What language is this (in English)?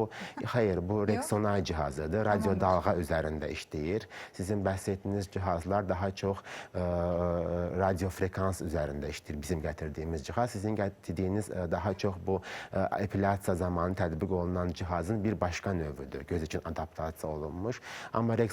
Azerbaijani